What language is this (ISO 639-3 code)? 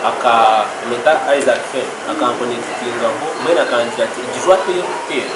nyn